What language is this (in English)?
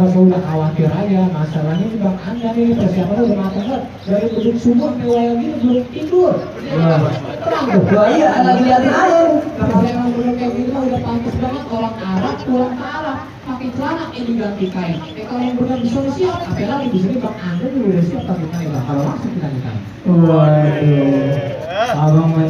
Betawi